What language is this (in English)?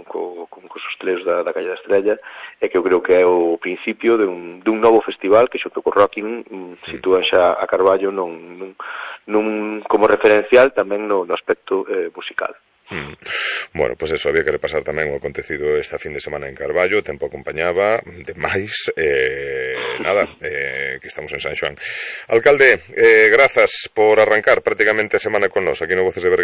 Galician